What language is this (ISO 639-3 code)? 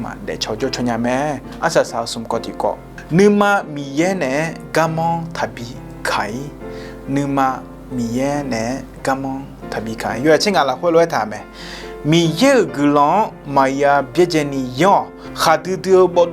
ahk